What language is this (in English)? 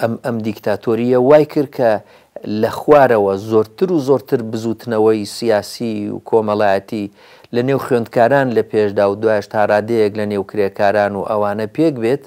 Central Kurdish